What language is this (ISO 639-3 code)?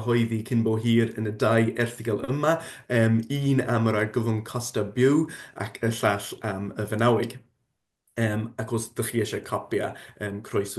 cym